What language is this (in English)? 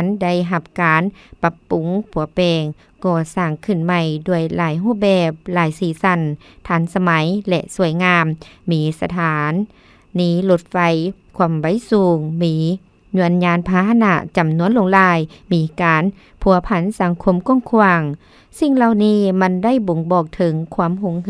Lao